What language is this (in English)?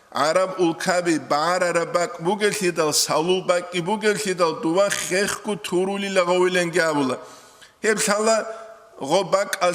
Avaric